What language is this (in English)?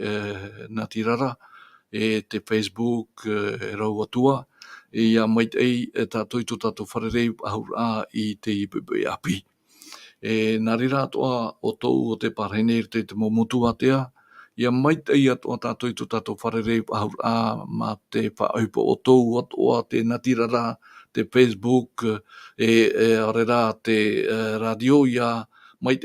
Tahitian